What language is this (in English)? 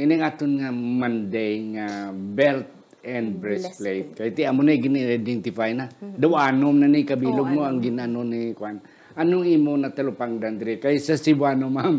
Hiligaynon